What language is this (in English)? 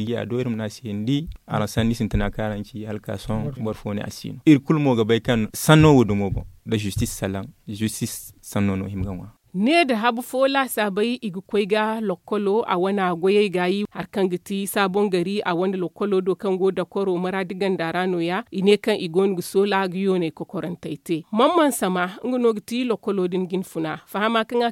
Zarma